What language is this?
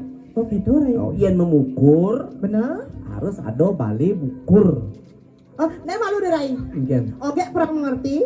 Balinese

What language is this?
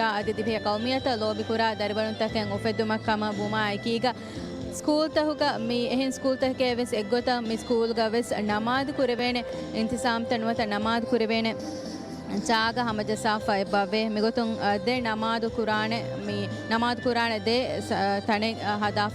Divehi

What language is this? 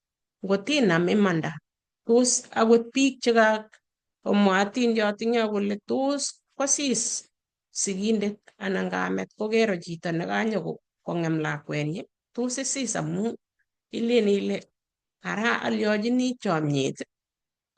Kalenjin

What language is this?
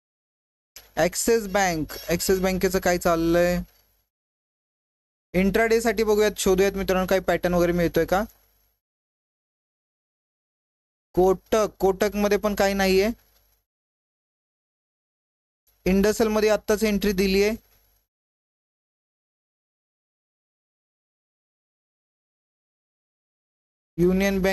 Marathi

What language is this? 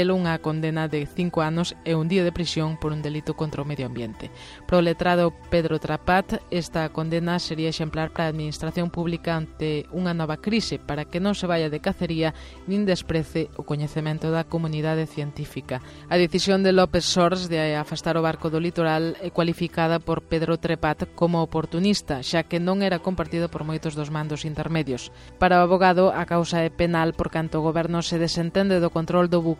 Galician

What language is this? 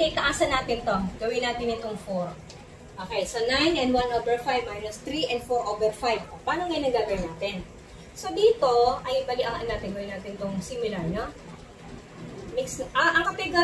Filipino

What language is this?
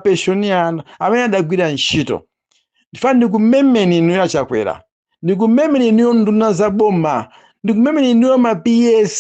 Nyanja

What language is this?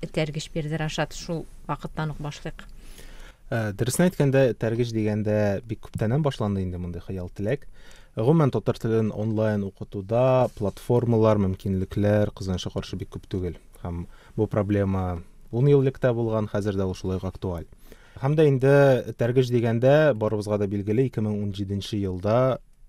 Tatar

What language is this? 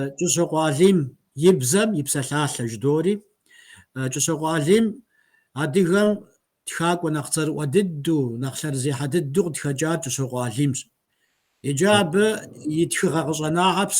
Kabardian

